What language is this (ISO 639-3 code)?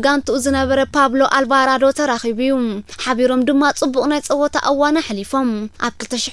tir